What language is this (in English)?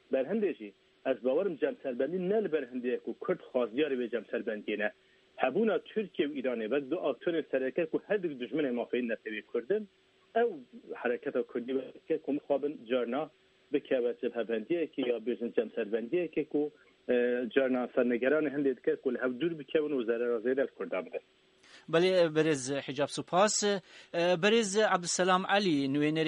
Kurdish